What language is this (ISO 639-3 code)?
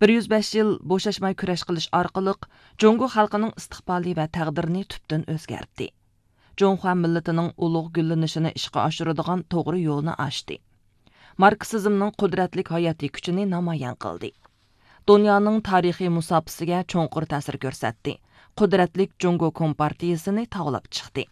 uig